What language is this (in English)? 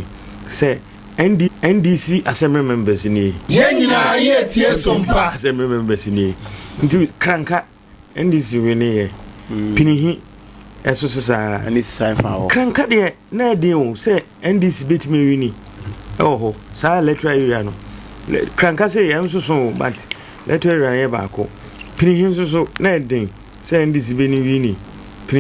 Akan